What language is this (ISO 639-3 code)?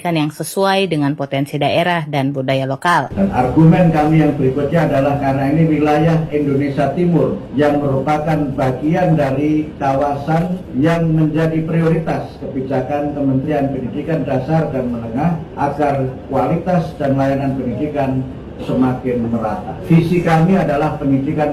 ind